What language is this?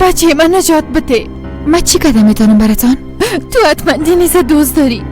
Persian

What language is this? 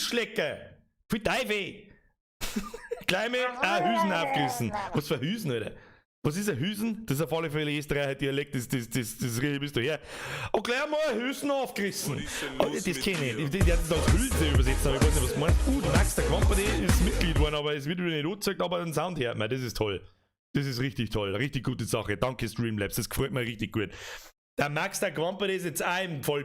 Bavarian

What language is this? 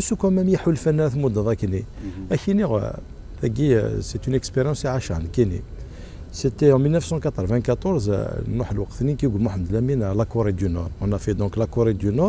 Kabyle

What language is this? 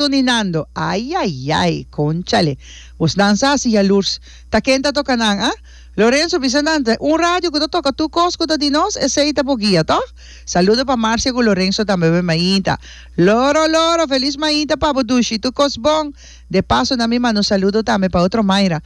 Papiamento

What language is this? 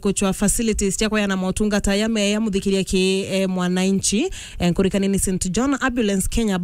Meru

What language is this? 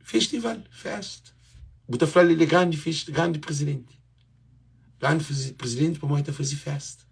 Kabuverdianu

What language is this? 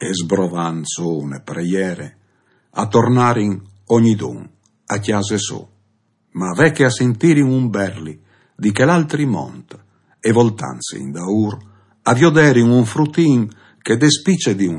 Friulian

